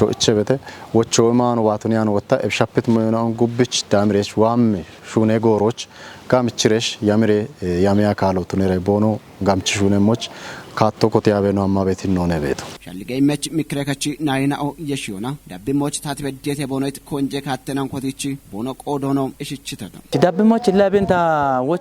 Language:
Kafa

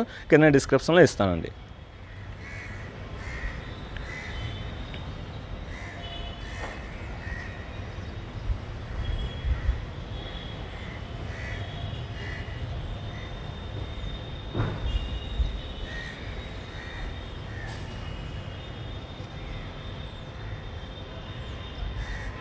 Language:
Telugu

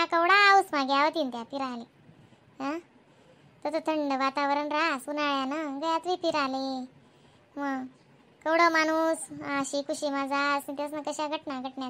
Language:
Khandesi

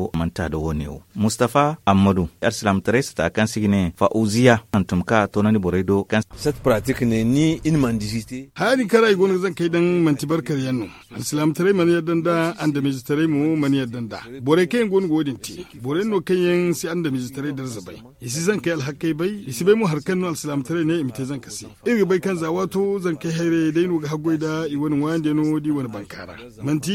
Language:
Zarma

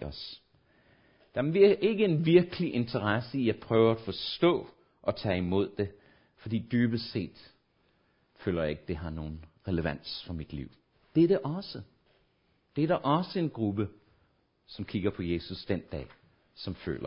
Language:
Danish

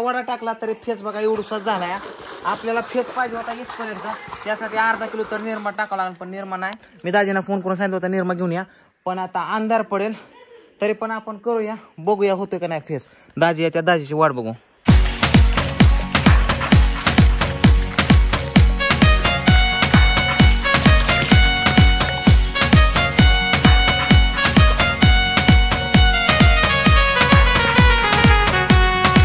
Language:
Marathi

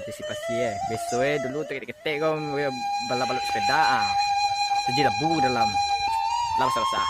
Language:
Minangkabau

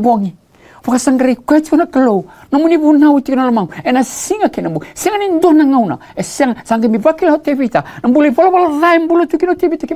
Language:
Fijian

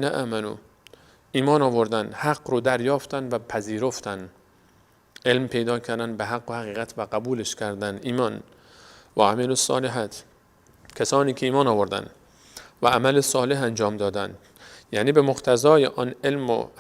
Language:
Persian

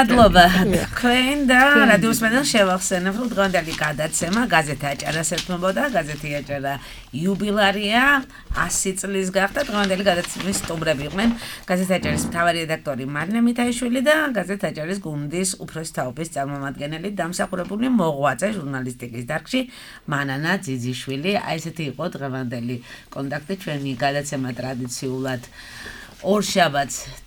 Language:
Georgian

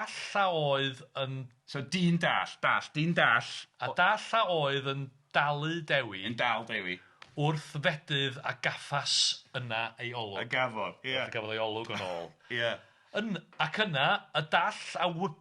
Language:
Welsh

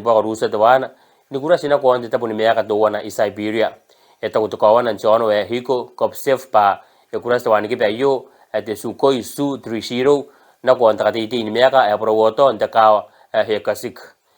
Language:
Gilbertese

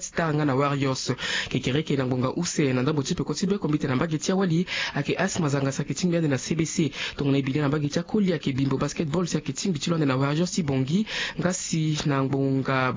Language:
Sango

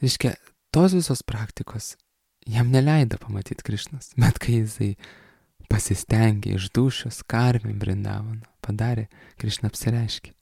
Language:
Lithuanian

